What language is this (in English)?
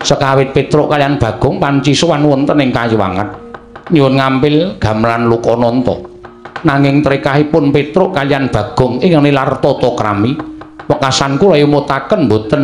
Javanese